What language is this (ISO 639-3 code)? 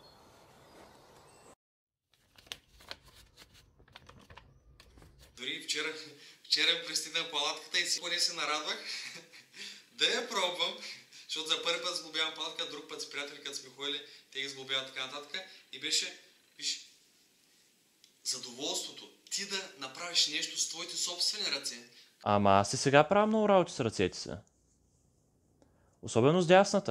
bul